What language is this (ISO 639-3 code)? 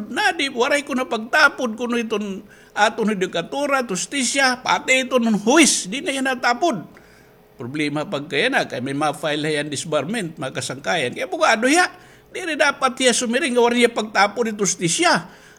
war